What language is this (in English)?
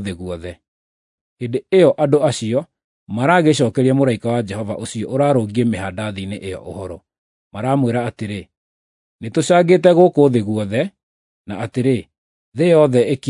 Kikuyu